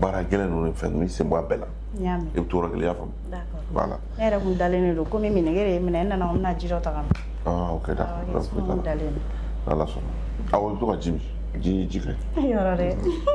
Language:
Bambara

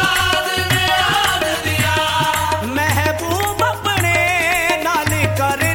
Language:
Punjabi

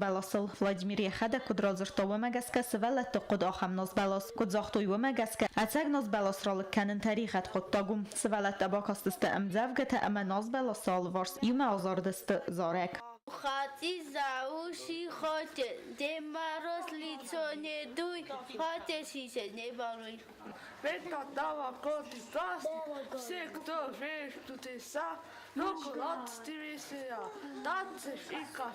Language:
Ossetic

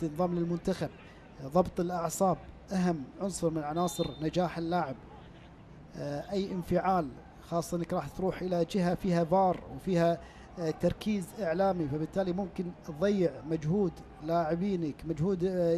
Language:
Gulf Arabic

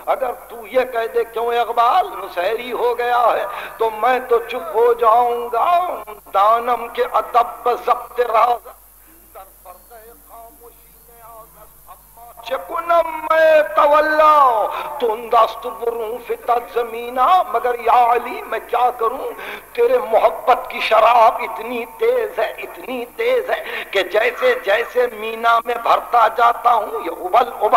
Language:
Urdu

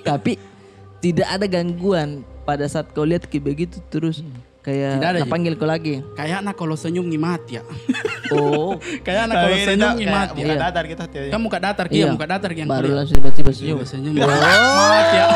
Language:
Makassar Malay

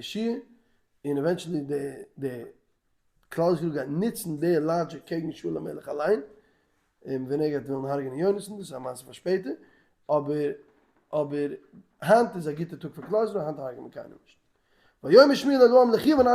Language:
Yiddish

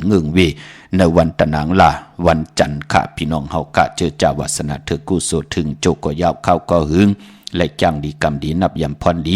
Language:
Shan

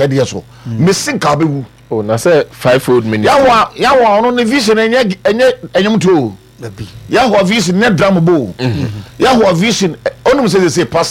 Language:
Akan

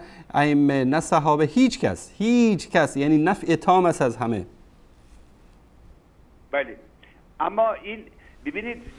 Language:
Persian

